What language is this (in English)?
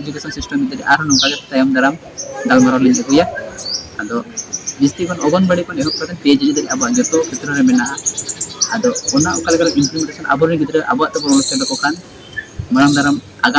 Santali